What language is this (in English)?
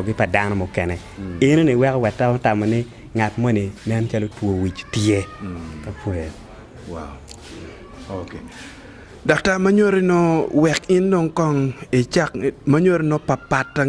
Acoli